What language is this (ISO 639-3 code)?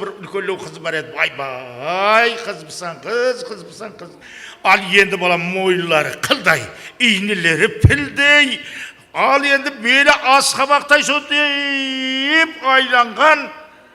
kaa